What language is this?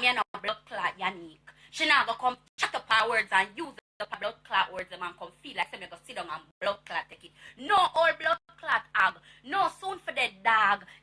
Jamaican Creole English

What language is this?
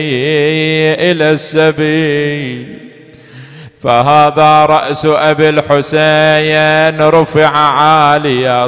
Arabic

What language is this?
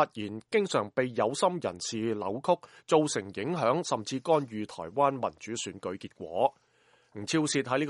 Cantonese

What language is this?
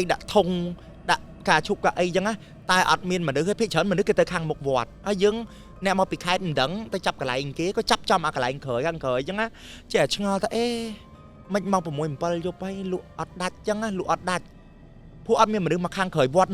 Khmer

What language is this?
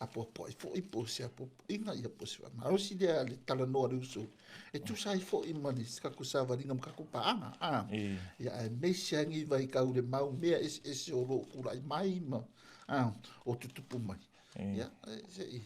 Samoan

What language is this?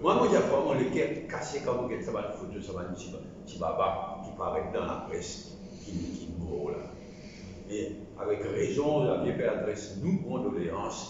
Morisyen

